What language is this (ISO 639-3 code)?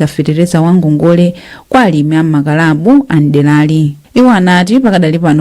nya